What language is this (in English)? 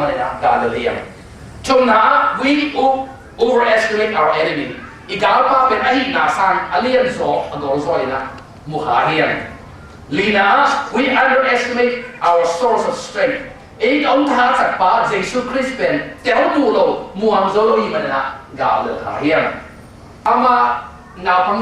Tedim Chin